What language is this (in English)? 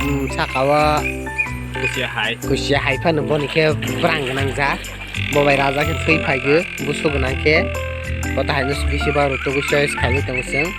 Kok Borok